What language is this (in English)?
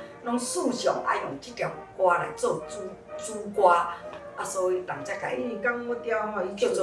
Min Nan Chinese